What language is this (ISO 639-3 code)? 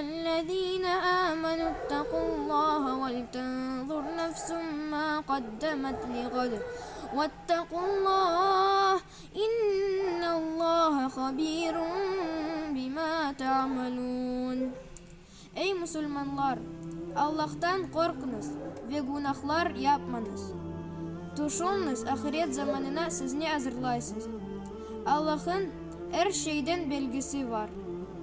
crh